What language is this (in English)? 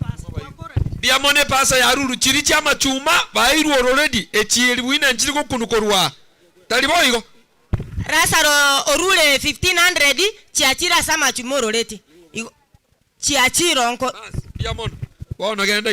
Gusii